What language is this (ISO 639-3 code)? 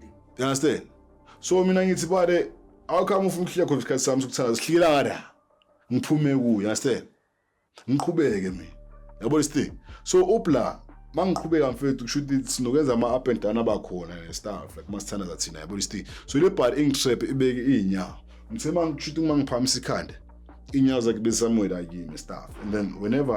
zul